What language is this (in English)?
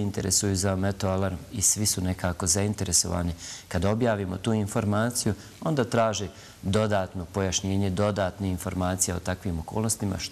Bosnian